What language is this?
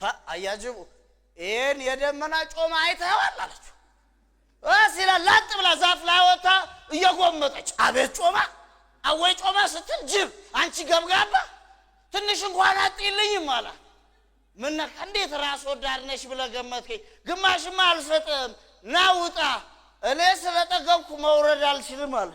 Amharic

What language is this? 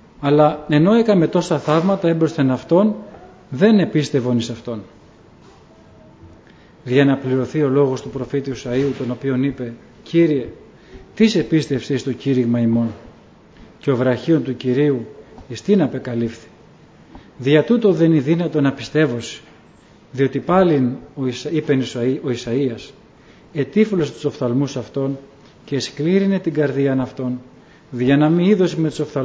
Greek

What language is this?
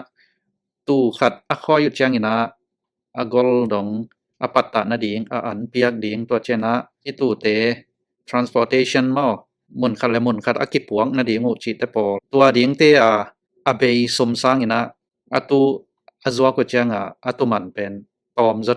Tedim Chin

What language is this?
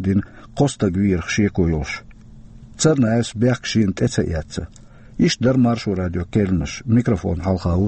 Chechen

